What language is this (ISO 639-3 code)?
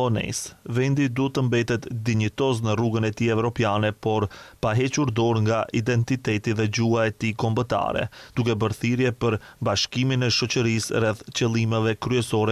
sqi